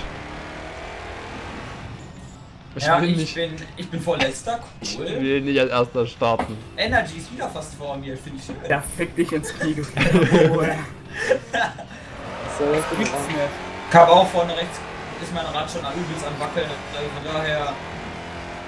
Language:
German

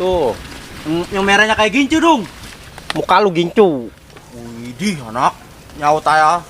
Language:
Betawi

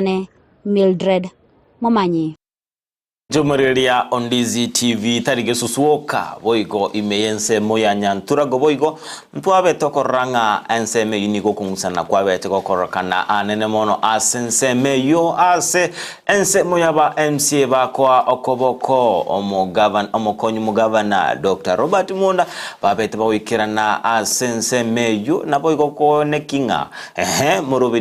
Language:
Gusii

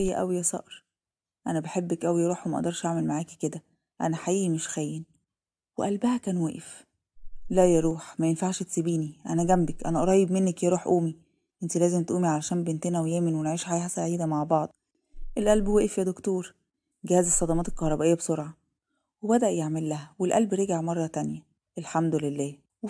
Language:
Egyptian Arabic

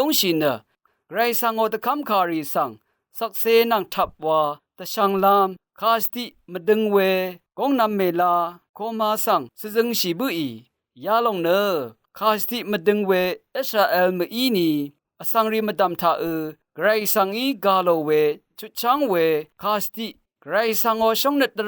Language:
Rawang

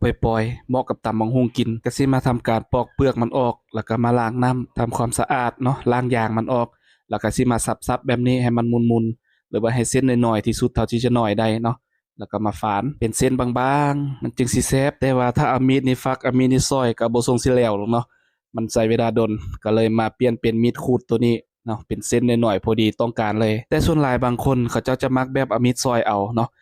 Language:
Lao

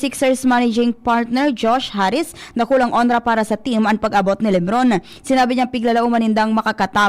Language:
Bikol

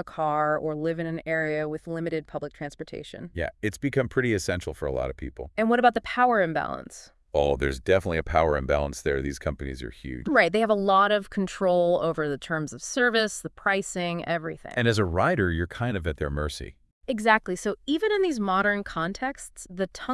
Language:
English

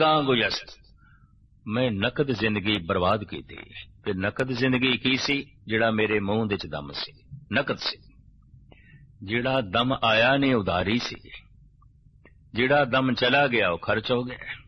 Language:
Punjabi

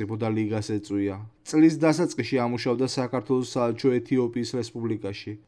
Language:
Georgian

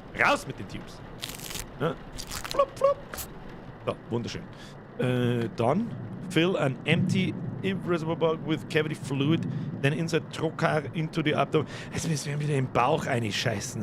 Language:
Bavarian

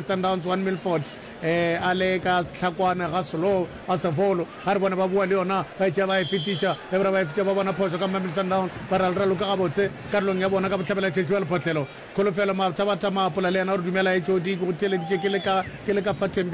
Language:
Northern Sotho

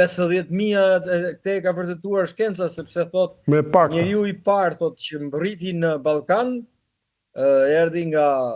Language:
Albanian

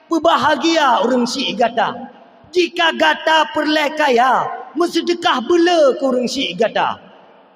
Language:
Achinese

